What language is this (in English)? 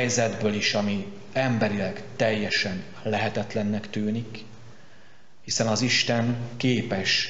Hungarian